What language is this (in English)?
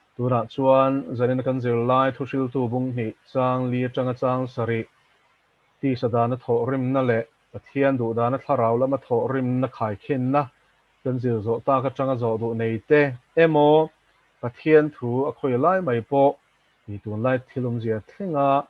Mizo